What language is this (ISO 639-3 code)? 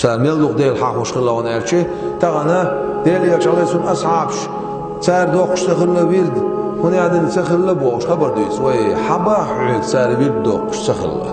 che